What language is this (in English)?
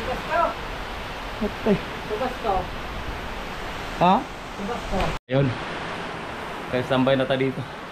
Filipino